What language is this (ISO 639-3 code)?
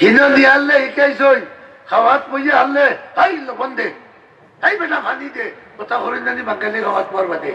syl